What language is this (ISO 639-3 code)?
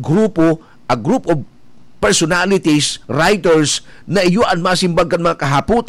bik